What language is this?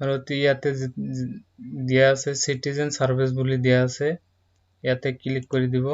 Assamese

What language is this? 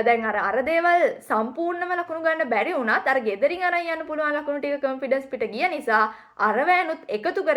Sinhala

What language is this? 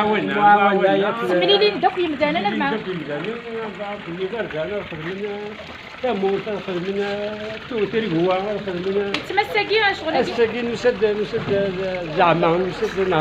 Kabyle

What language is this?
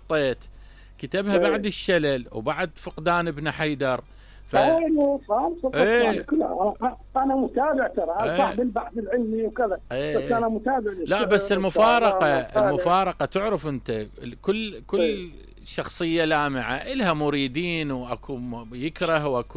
Mesopotamian Arabic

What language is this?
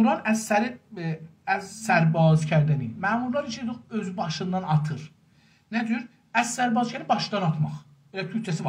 South Azerbaijani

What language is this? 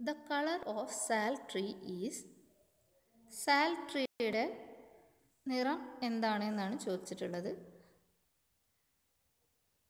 Malayalam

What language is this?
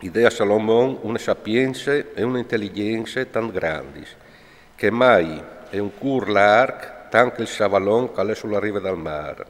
Friulian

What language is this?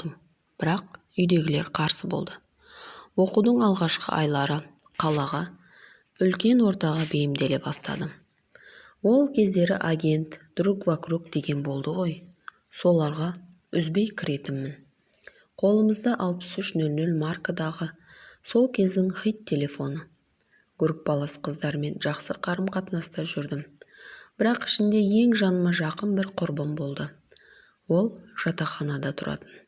Kazakh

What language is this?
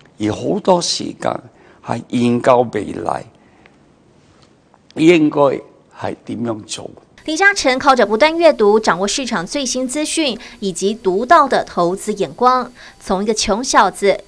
Chinese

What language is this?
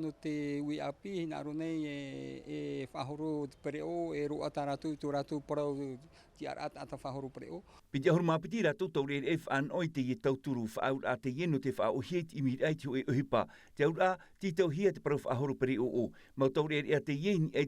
Tahitian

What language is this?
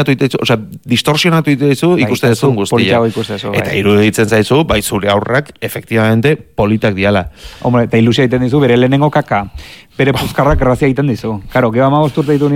Basque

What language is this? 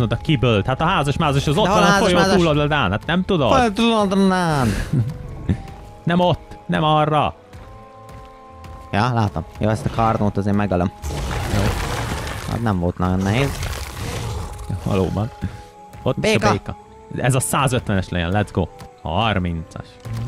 Hungarian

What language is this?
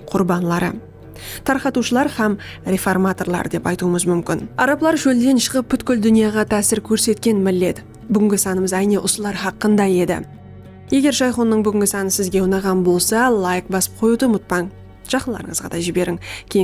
Kara-Kalpak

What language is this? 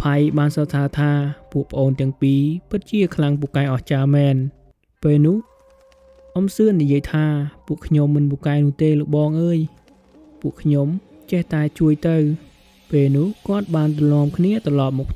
Khmer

